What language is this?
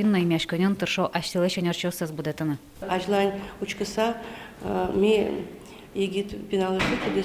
Udmurt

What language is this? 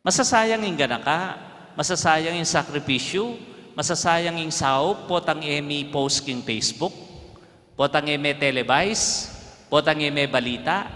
Pampanga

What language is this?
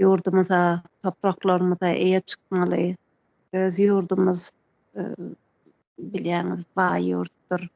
Turkmen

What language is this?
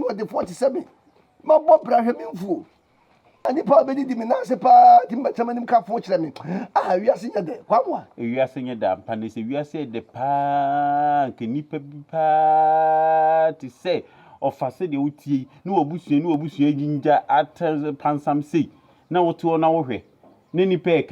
Akan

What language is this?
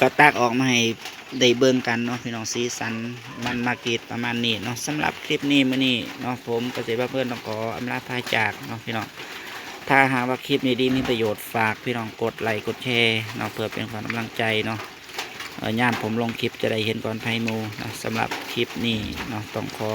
Northeastern Thai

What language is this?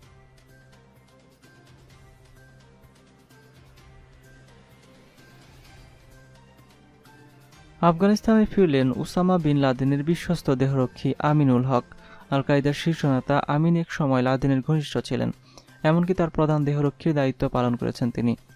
Bangla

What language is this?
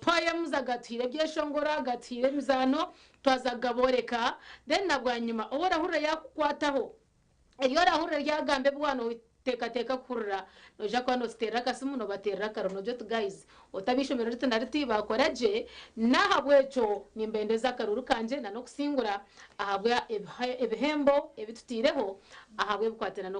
Nyankole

